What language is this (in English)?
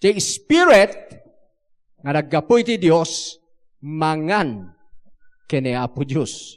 Iloko